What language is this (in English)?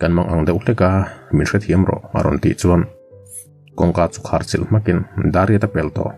Mizo